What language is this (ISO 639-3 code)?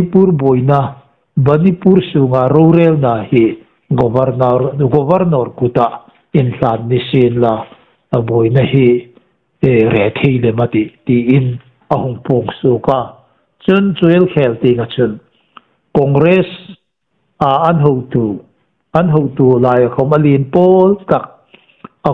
hmr